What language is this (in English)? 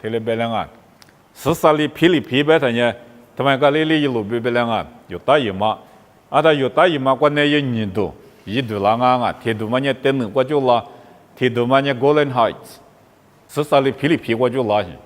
Lisu